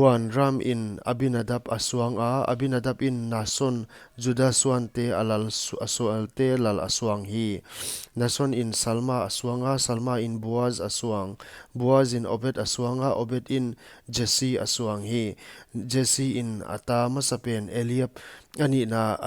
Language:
Paite Chin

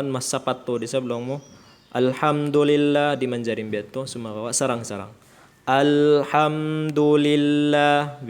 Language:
Tausug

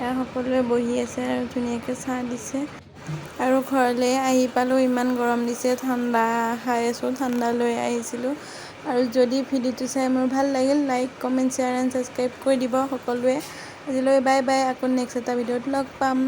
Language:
Assamese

